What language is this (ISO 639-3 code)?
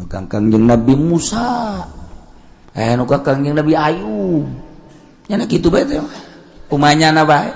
sun